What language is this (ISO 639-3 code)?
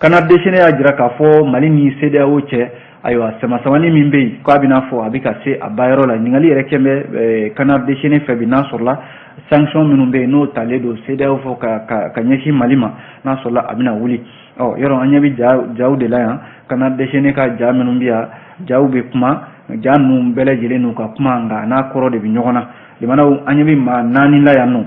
bam